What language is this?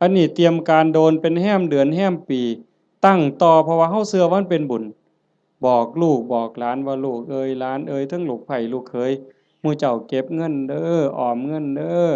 Northeastern Thai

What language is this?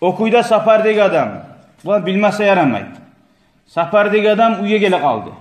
Kumyk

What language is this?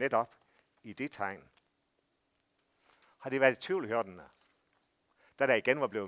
Danish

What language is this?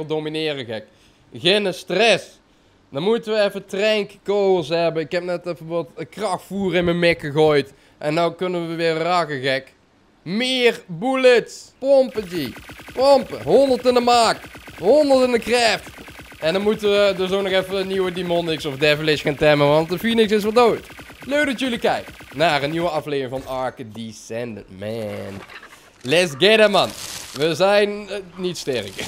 Dutch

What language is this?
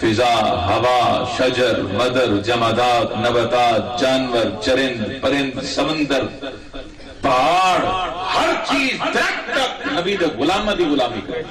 Saraiki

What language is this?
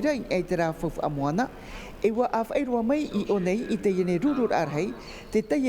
Tahitian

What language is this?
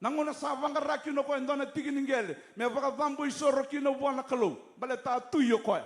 Fijian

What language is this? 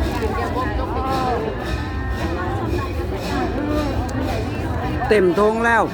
Lao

